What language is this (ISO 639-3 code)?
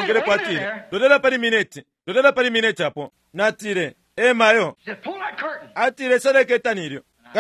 bem